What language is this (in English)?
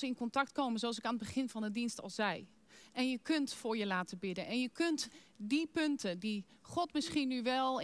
Dutch